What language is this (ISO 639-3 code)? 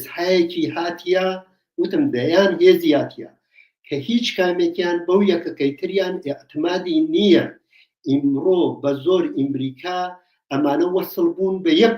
ckb